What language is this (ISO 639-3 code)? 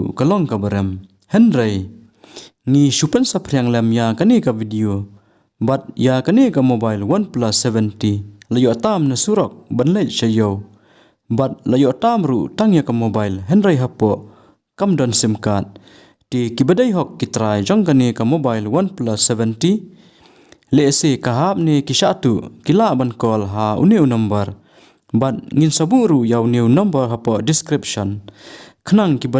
kha